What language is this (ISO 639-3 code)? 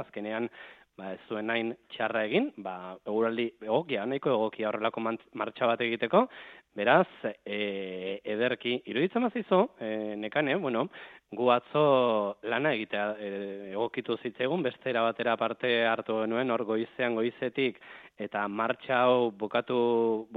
eus